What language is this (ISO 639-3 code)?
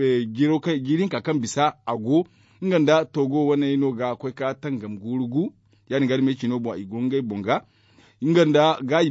dje